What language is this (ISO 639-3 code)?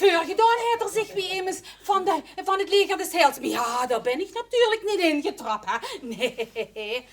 lim